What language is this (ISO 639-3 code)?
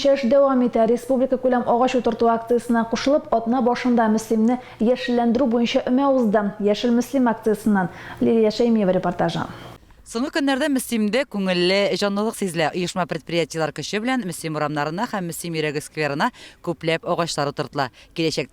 tat